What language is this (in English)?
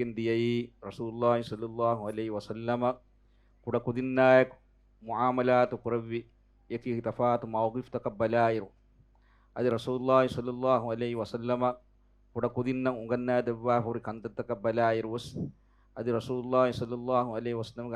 Divehi